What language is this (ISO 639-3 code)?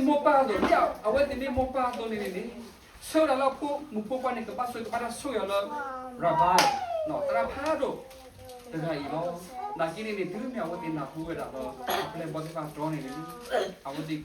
ksw